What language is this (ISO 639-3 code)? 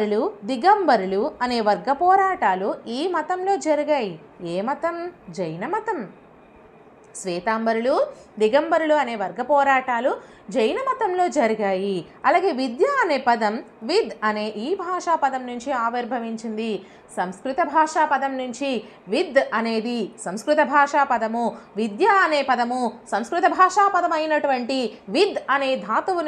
tel